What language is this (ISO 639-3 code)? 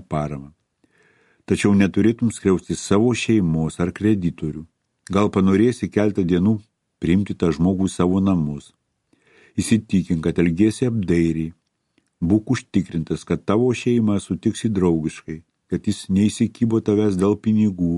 lit